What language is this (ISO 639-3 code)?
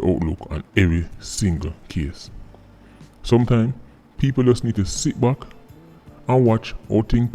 jam